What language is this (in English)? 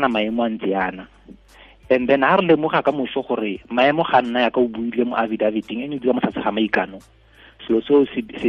Tswana